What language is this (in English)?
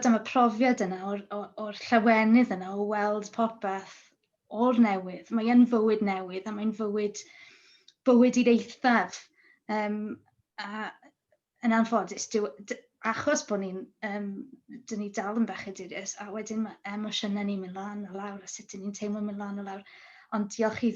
Welsh